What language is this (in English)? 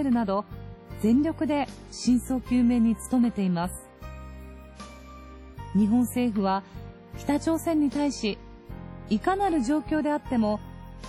Japanese